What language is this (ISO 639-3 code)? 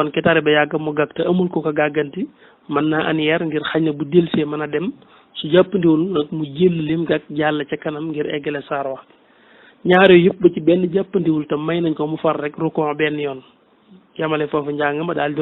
wol